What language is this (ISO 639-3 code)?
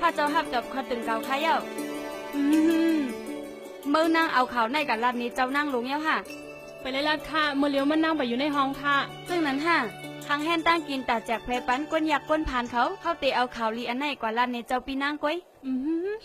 shn